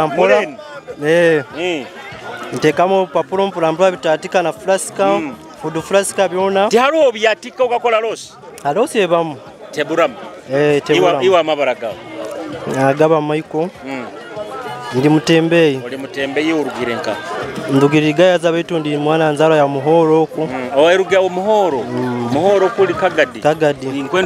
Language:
Nyoro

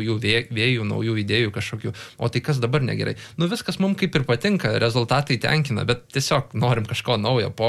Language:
Lithuanian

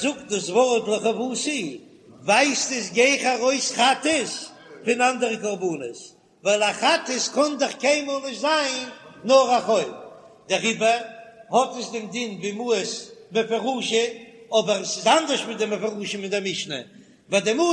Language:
Yiddish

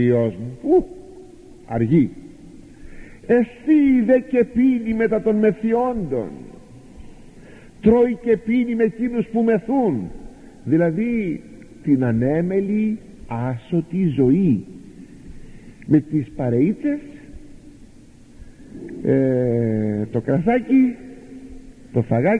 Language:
Greek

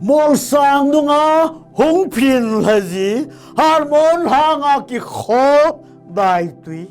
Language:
Thado Chin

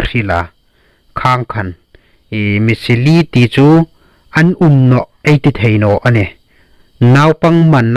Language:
Hmar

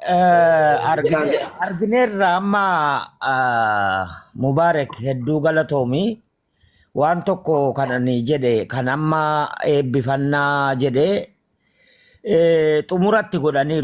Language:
Oromo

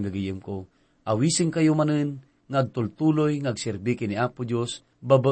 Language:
Iloko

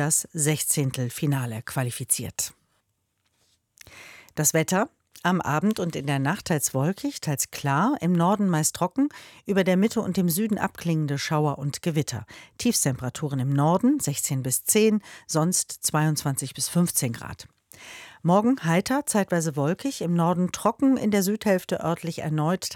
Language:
German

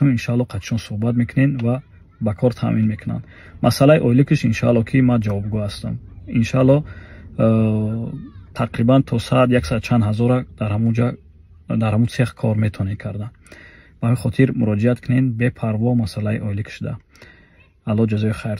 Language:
Tajik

